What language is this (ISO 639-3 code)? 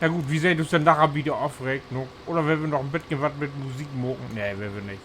nds